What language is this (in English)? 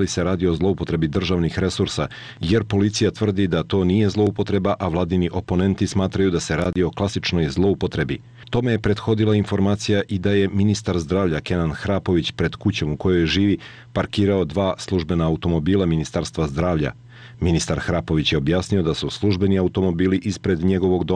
Bosnian